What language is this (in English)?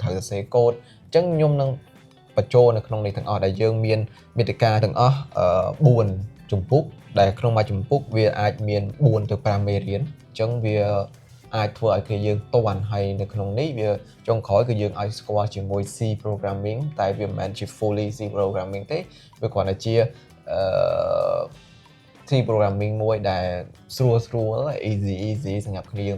Khmer